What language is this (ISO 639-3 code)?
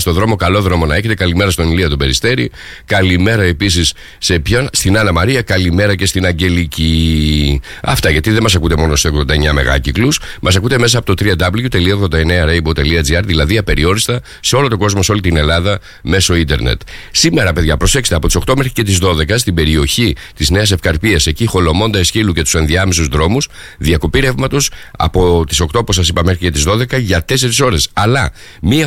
ell